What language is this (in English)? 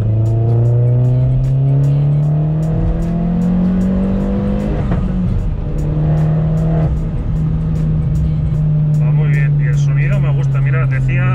Spanish